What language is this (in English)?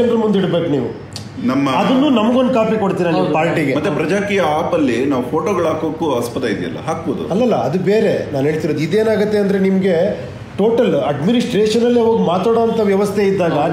Kannada